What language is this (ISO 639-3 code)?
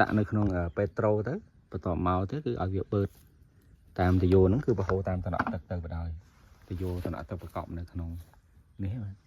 khm